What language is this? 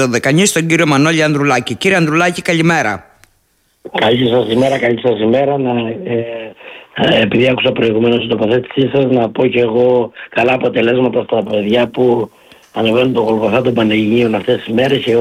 Greek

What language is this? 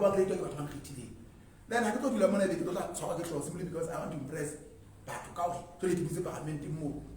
Southern Sotho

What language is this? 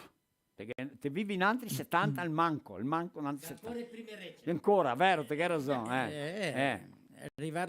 Venetian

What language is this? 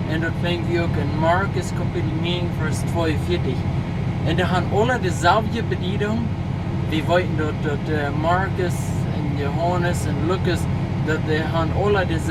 Plautdietsch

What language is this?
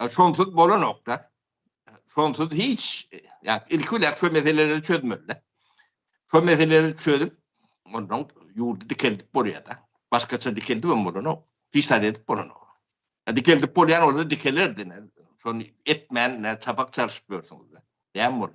Turkmen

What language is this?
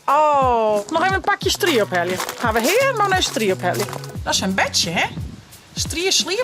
Western Frisian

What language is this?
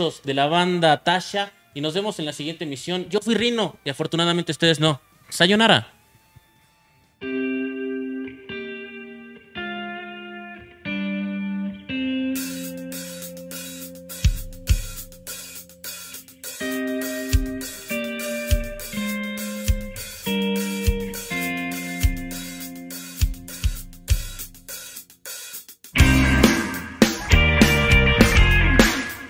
Spanish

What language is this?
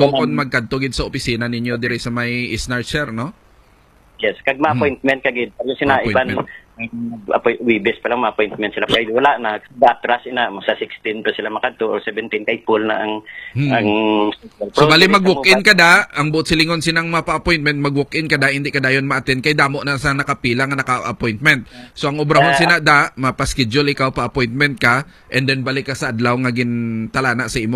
Hiligaynon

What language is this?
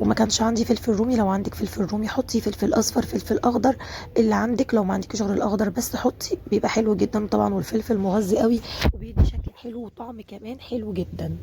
Egyptian Arabic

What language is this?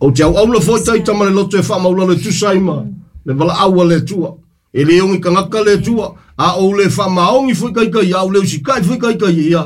Samoan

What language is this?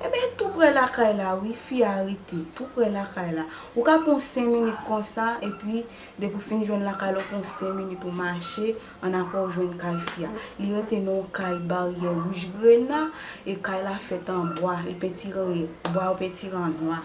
Haitian Creole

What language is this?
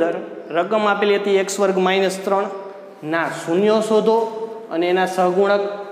Gujarati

